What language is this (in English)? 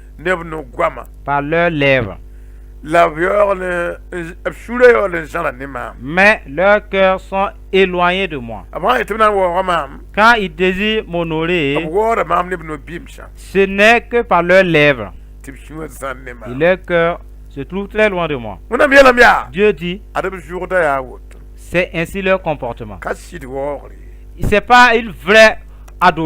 Mossi